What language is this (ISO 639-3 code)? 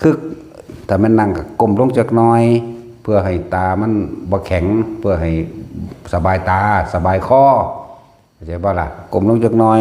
tts